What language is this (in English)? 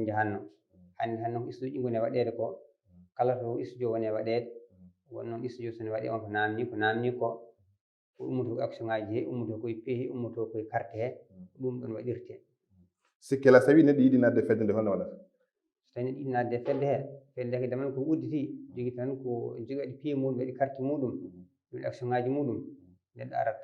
Fula